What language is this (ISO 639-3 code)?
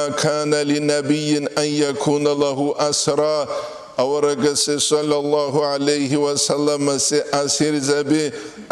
ava